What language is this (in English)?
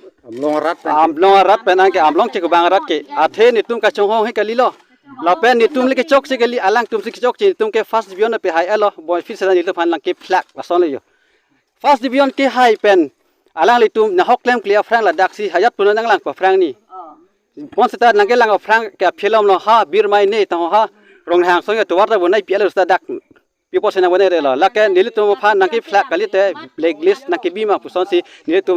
Karbi